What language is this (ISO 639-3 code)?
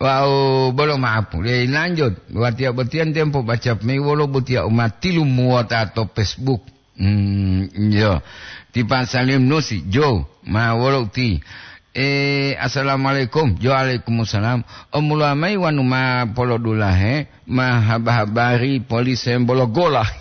gor